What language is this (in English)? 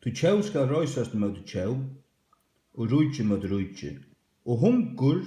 Faroese